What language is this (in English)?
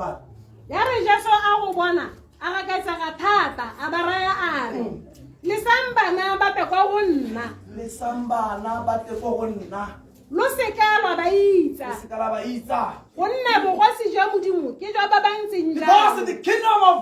Tswana